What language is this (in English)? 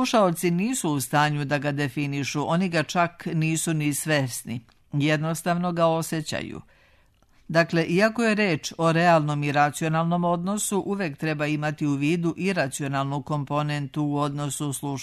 Serbian